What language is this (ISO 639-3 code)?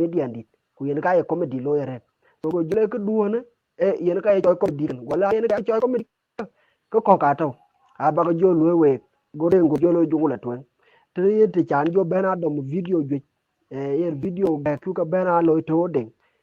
din